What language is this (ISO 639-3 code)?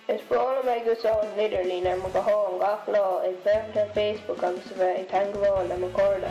gle